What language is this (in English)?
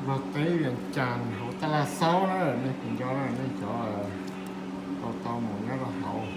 Hmong